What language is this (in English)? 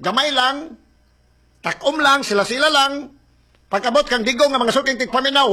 Cebuano